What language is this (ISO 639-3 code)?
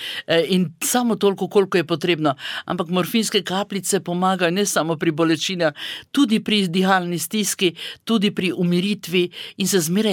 slv